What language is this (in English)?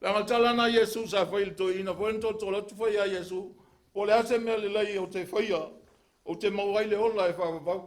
Samoan